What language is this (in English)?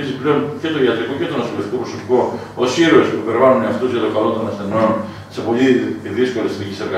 Greek